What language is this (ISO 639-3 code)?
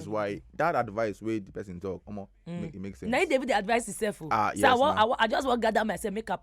pcm